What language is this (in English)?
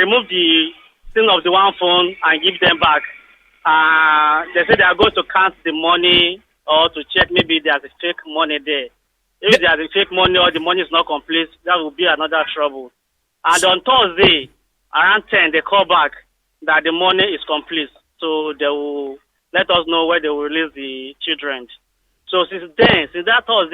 Nigerian Pidgin